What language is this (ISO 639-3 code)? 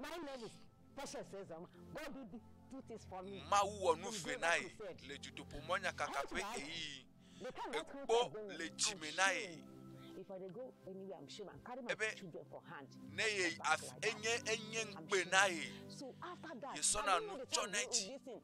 ewe